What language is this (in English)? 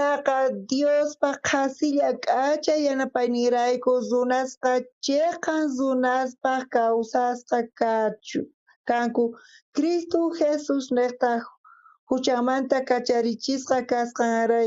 South Bolivian Quechua